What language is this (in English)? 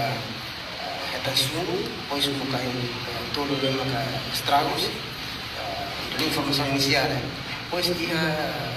Tetum